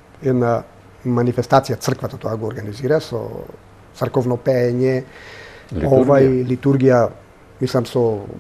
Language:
Macedonian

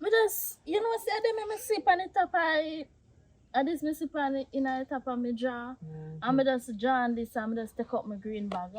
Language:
Jamaican Creole English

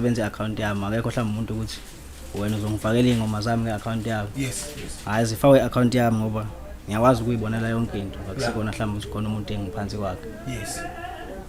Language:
Zulu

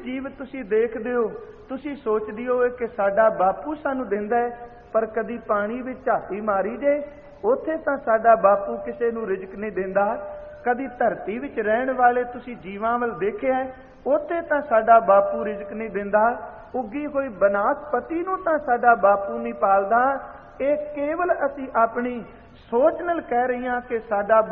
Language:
Punjabi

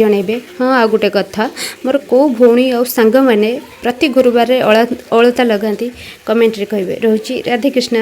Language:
Odia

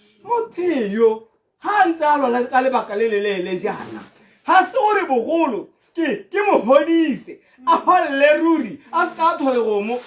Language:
Tswana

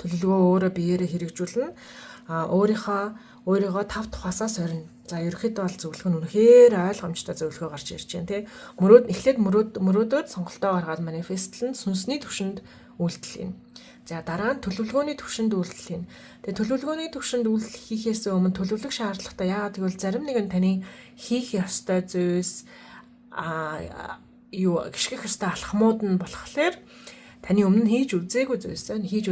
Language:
Mongolian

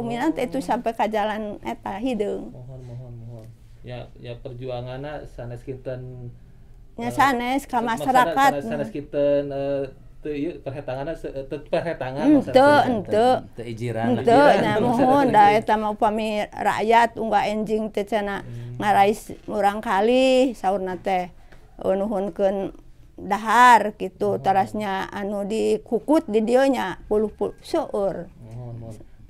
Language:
Sundanese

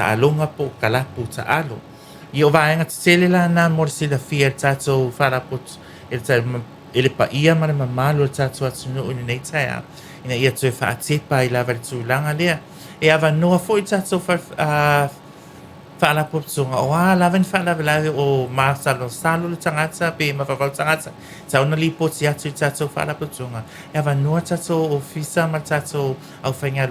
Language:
Samoan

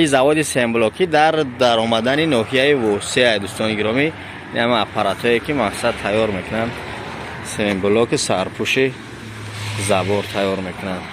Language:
Tajik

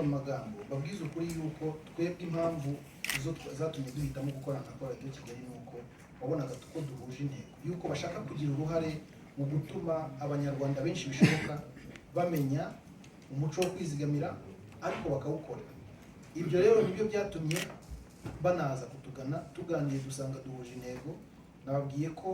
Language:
Kinyarwanda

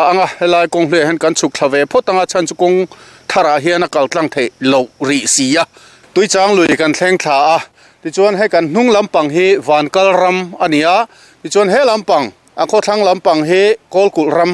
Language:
Mizo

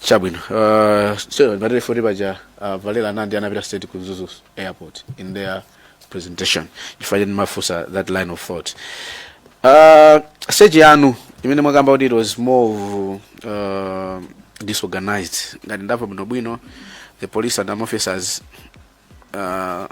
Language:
Nyanja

